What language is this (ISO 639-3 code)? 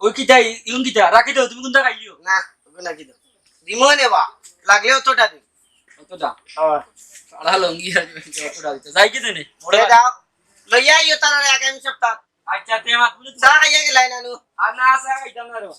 syl